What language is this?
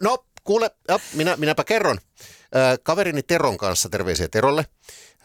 Finnish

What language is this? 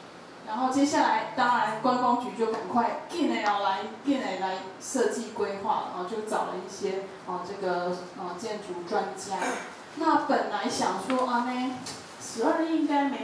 Chinese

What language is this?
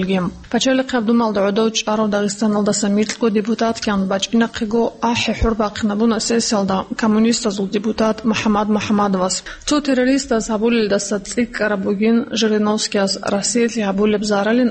Avaric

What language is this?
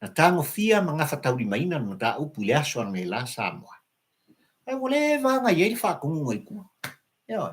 Samoan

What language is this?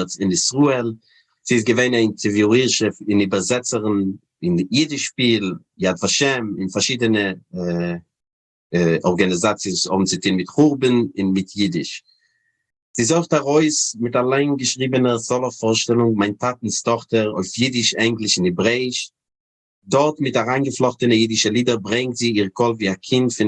Yiddish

